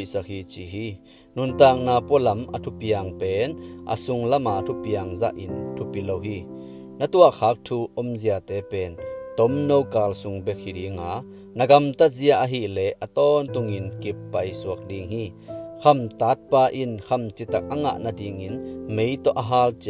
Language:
Tedim Chin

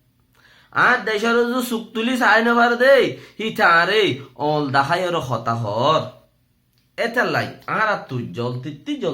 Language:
Rohingya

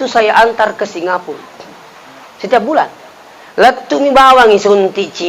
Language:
Buginese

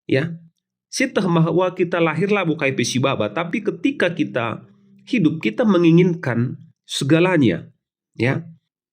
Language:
Batak Karo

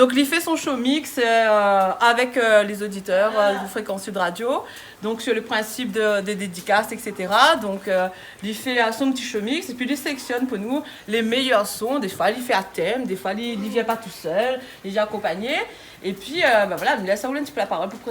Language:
Réunion Creole French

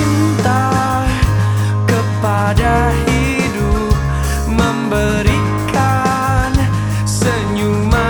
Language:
Indonesian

